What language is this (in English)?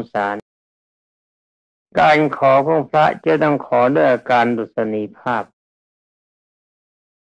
Thai